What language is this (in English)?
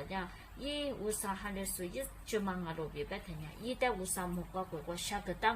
Lisu